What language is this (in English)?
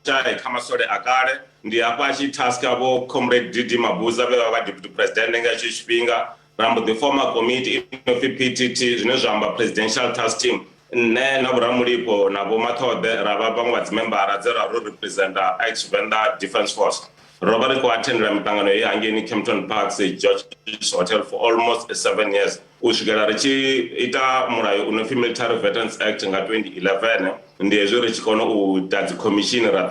Venda